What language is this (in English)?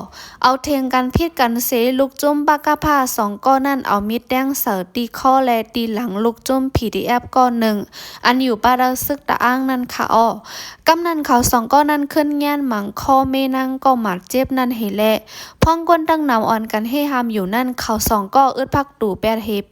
Shan